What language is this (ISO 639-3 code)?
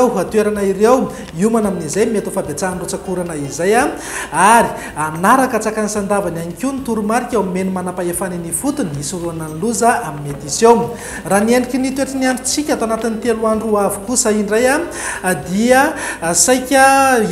mlg